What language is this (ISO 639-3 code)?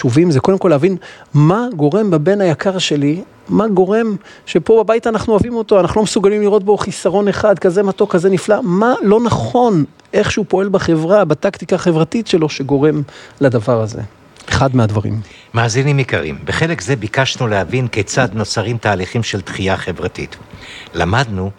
heb